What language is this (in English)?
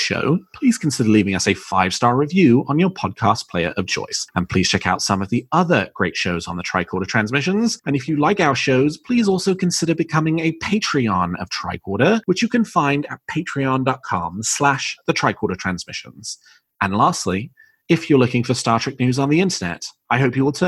English